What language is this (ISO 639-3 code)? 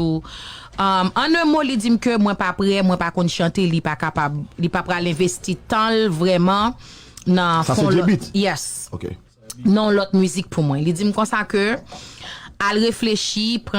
hat